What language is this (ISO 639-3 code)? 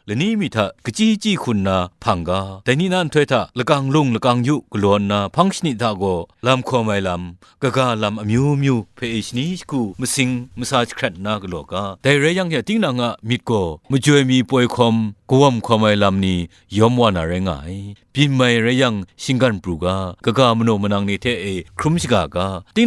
kac